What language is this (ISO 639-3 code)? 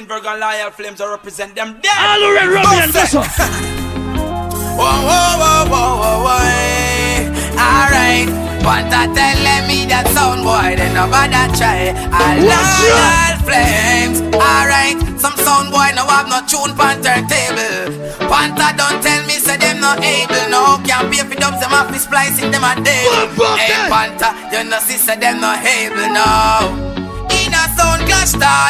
jam